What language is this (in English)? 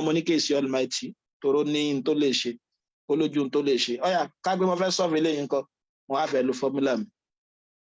Yoruba